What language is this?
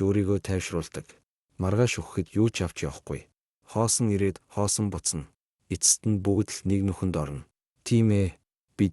Mongolian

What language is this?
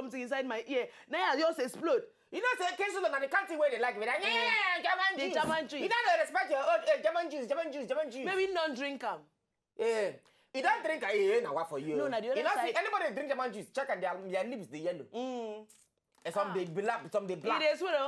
Nigerian Pidgin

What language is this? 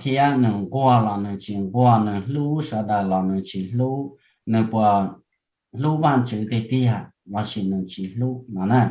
Hmong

